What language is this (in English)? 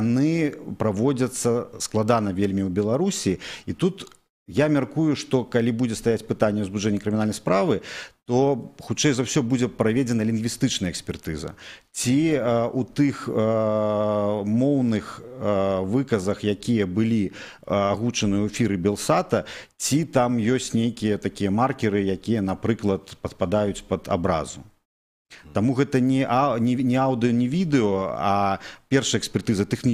Belarusian